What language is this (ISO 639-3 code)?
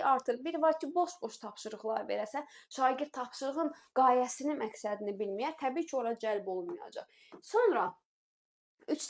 aze